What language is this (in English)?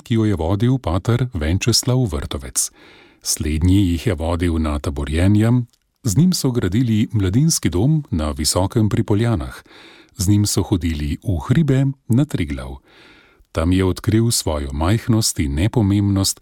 Slovenian